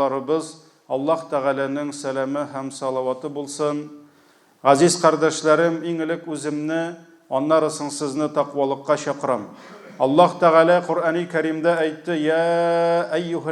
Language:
Tatar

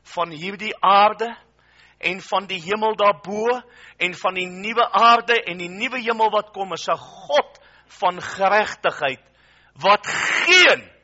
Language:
Afrikaans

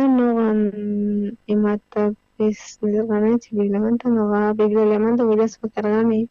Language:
South Bolivian Quechua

